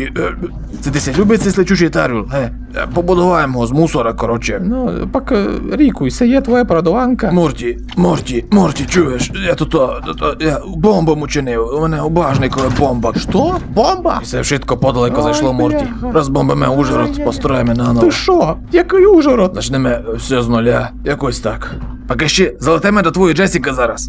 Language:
Rusyn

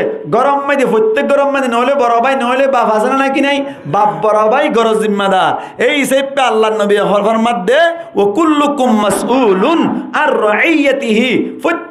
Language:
Rohingya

